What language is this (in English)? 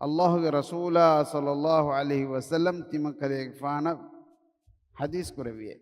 Divehi